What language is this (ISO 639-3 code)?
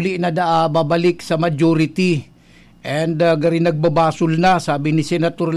bik